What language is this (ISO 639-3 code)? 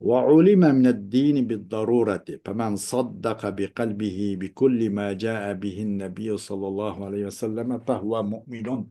uig